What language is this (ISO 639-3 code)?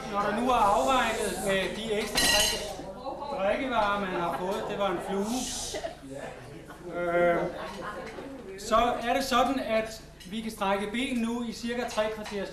dan